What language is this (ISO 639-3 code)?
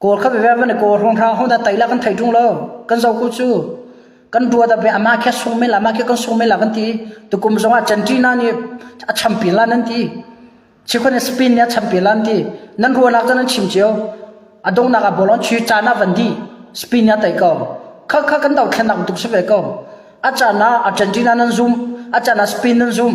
cnh